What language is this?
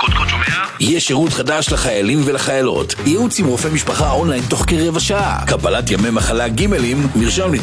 Hebrew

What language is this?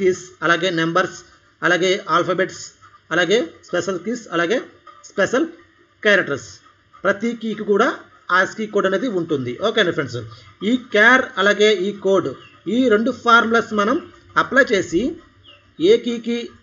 Telugu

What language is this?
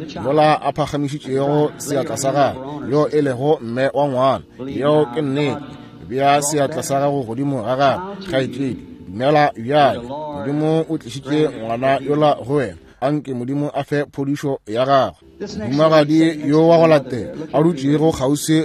Northern Sotho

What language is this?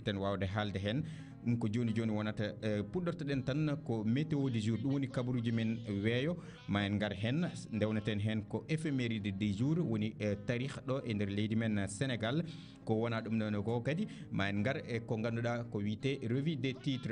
Fula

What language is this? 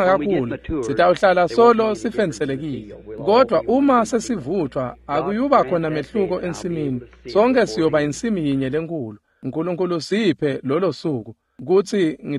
Swati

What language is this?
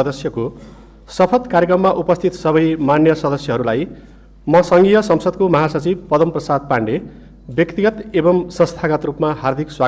Nepali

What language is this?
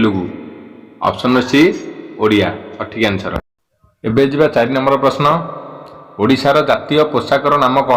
Odia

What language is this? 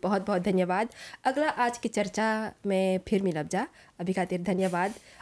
Bhojpuri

